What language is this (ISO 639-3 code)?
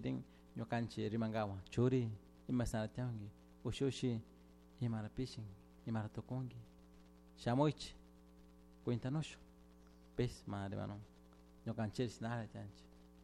qug